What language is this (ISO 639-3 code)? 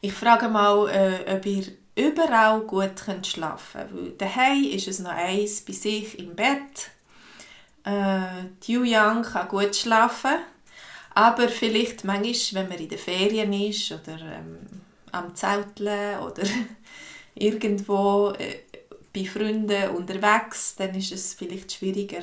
gsw